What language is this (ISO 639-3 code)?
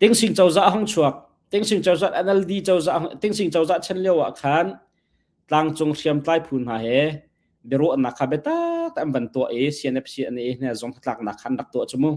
cnh